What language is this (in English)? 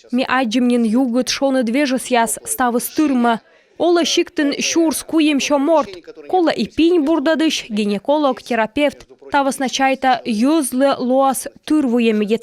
Komi